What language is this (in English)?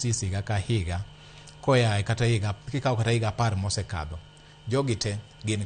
Luo (Kenya and Tanzania)